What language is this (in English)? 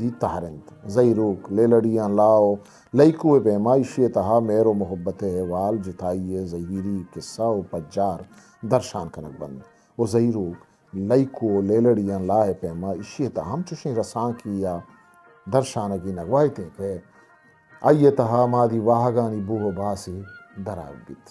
Eastern Balochi